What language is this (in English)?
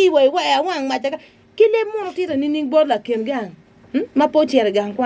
Acoli